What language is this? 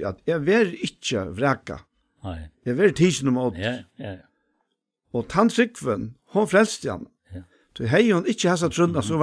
Faroese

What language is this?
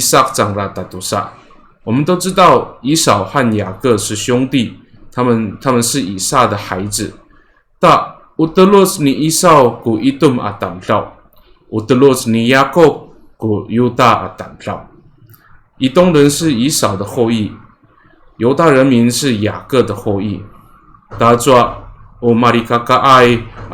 Amis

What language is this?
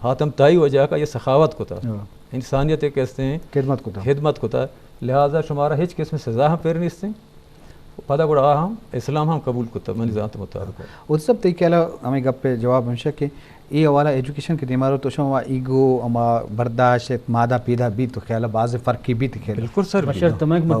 Eastern Balochi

